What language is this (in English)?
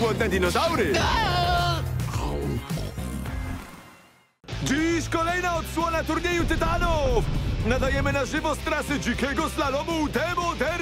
Polish